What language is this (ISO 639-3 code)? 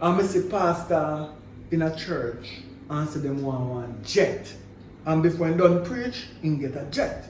jam